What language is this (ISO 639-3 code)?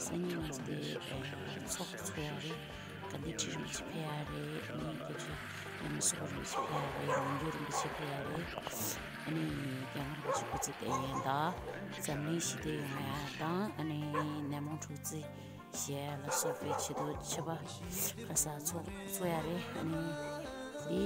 bod